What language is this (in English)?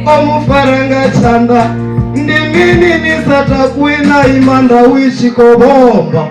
Venda